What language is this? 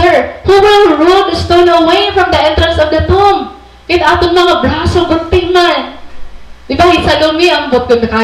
Waray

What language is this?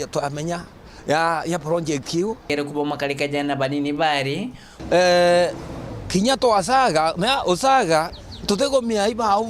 Meru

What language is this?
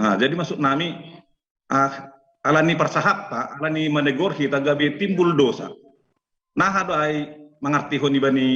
Batak Simalungun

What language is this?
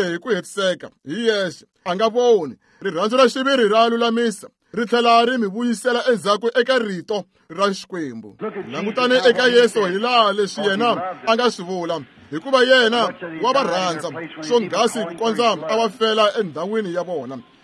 Tsonga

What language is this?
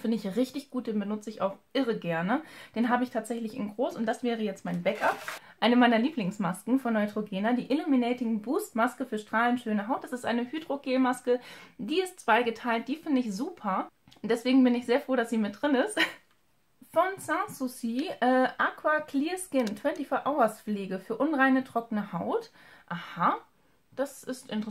German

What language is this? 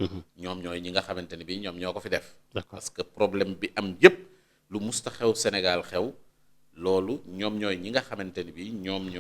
Wolof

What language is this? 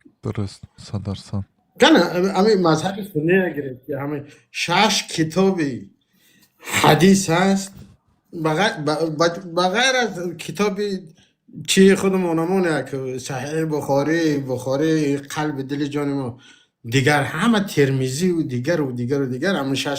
Tajik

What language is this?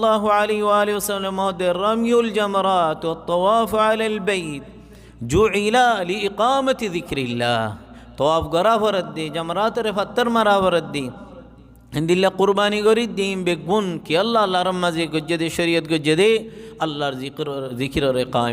Rohingya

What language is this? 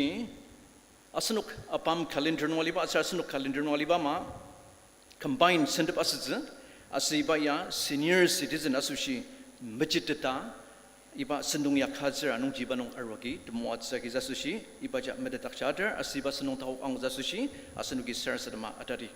Ao Naga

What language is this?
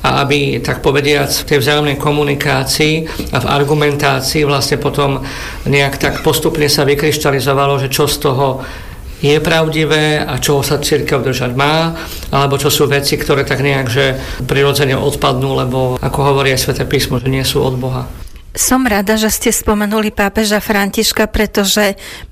Slovak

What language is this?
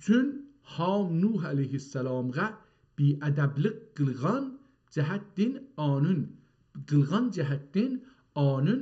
South Azerbaijani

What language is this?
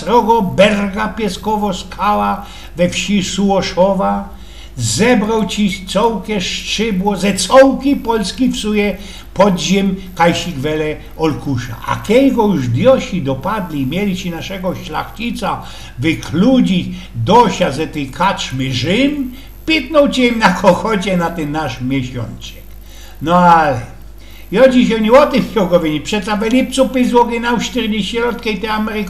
Silesian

